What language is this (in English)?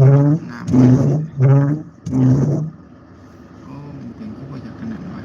Lao